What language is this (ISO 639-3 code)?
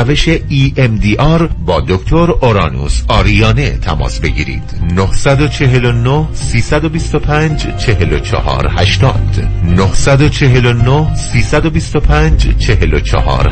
fas